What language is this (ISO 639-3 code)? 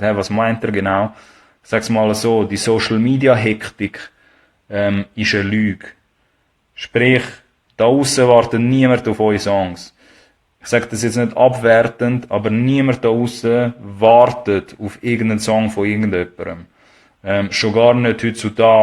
gsw